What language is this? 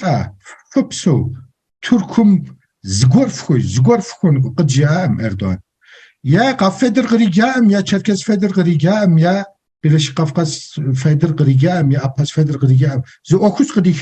Kabardian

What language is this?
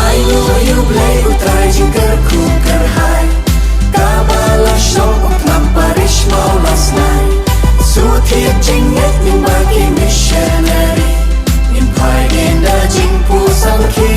Khasi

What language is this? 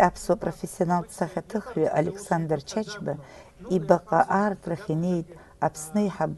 Abkhazian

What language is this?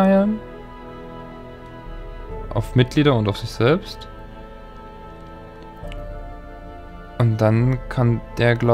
German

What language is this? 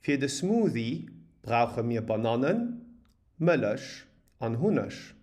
Luxembourgish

